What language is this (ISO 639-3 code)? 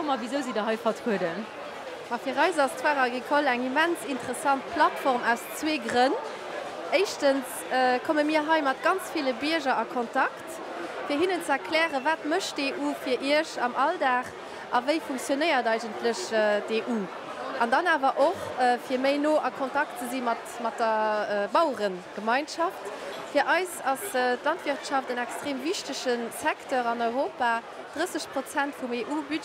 ltz